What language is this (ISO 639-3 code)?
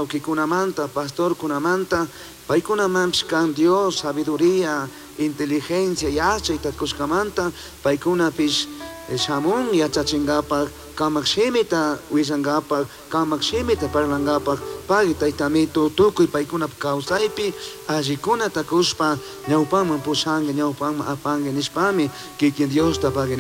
qug